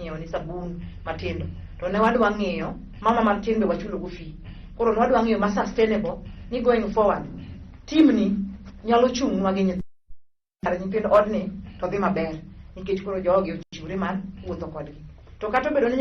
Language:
Luo (Kenya and Tanzania)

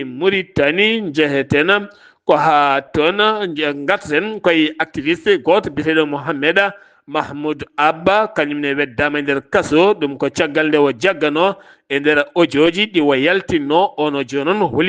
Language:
Fula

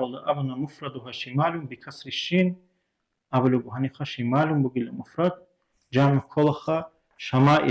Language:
Avaric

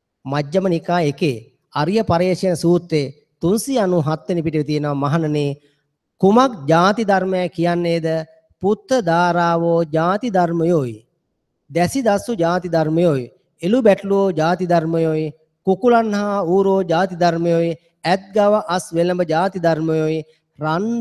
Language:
Sinhala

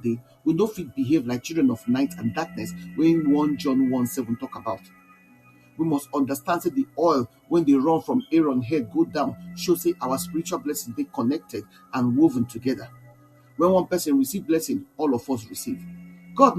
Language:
Nigerian Pidgin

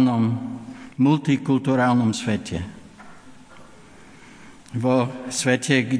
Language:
Slovak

